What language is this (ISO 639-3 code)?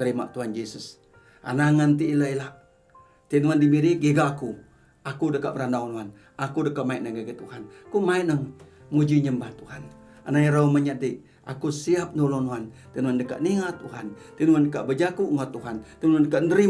iba